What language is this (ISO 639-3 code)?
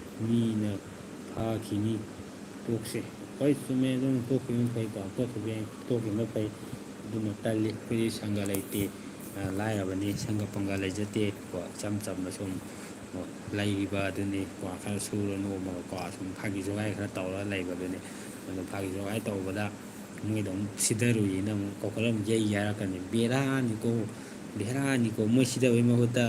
mni